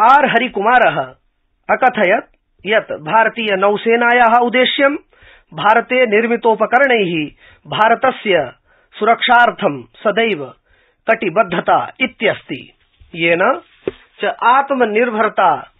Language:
Sanskrit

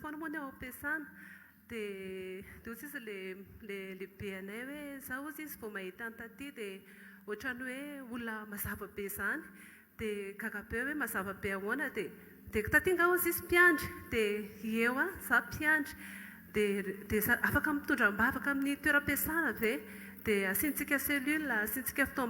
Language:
Malagasy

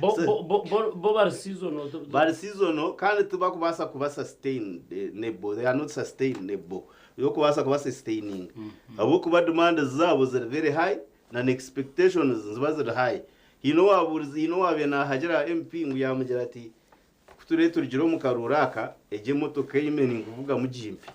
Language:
Nyankole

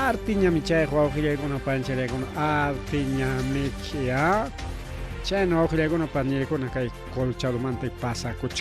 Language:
Ayacucho Quechua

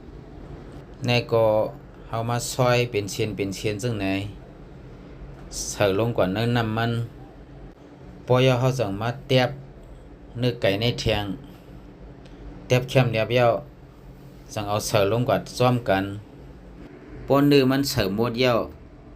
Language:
Lao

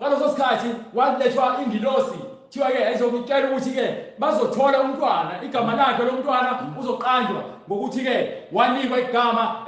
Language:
Zulu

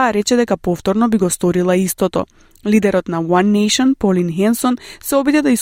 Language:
Macedonian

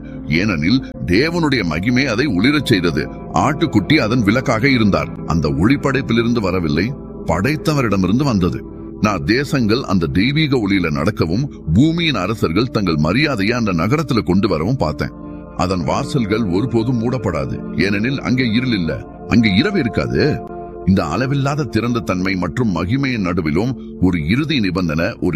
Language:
Tamil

